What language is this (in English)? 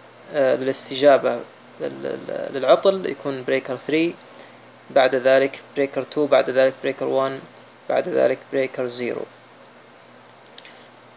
Arabic